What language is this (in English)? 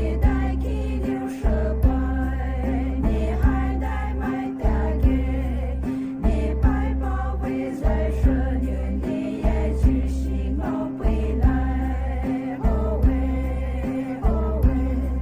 Poumei Naga